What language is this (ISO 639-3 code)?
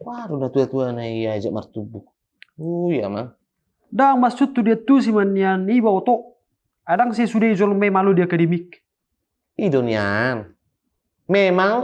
bbc